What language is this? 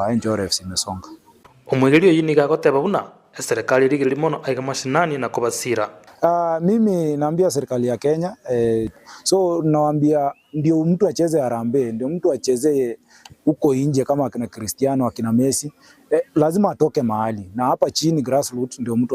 Gusii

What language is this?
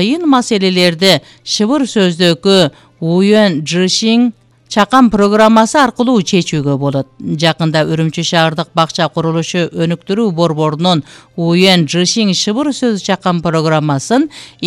Kyrgyz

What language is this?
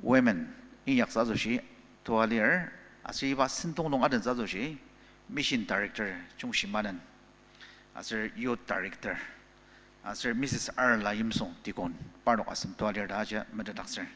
Ao Naga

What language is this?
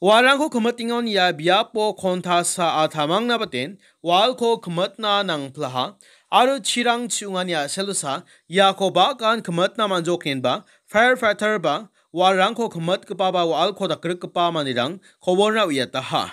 Garo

